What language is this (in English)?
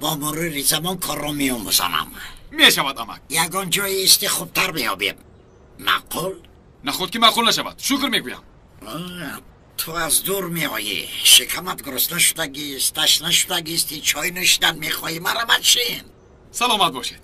Tajik